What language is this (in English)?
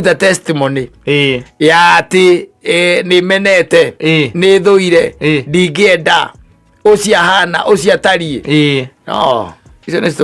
Kikuyu